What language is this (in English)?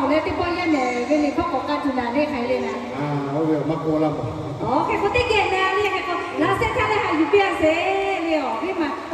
Lahu